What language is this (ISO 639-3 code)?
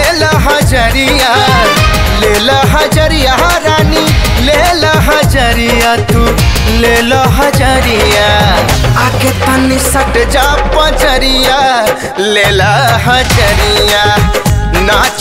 bho